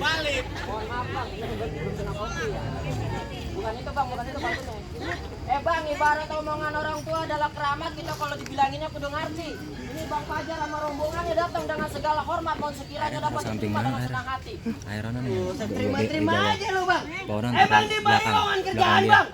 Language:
Betawi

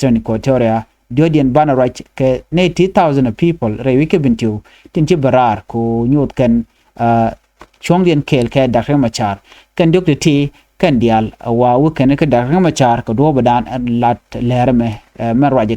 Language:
Nuer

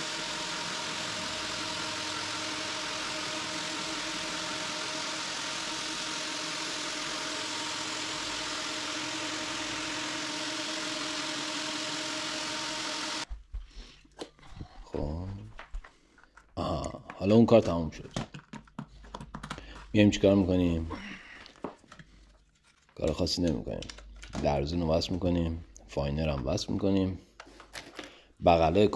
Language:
Persian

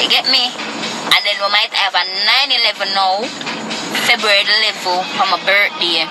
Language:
Jamaican Creole English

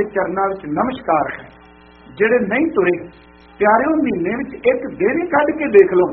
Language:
Punjabi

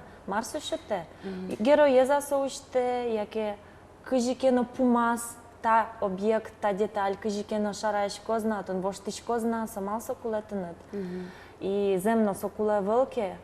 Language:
Udmurt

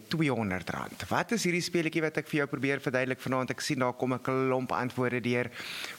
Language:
Afrikaans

